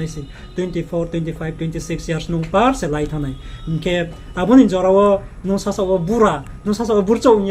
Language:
Riang (India)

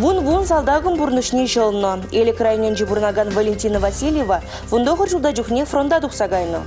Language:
Chuvash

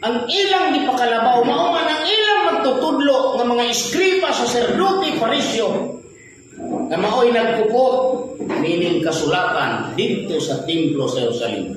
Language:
Cebuano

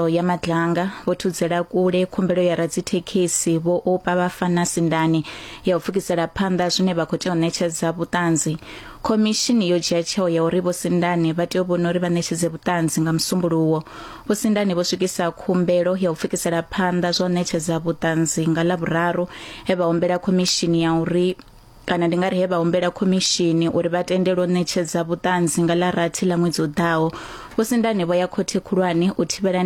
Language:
Venda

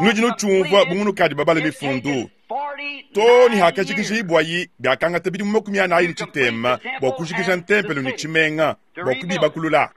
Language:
Luba-Lulua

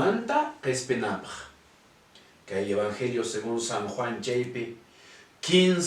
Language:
Quechua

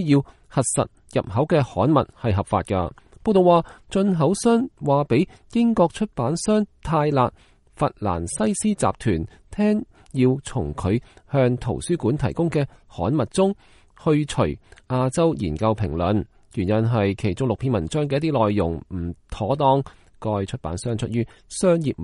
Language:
Cantonese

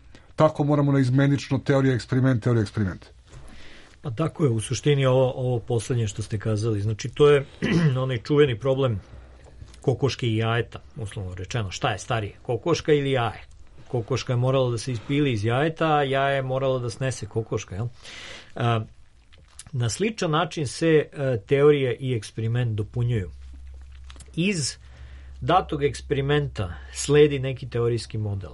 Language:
Serbian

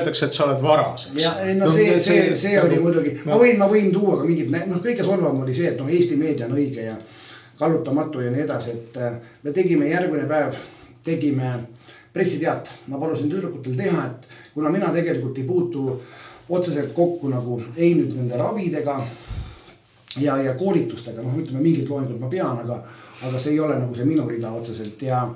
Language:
Estonian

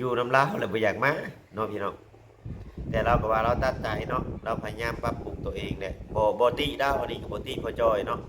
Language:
Lao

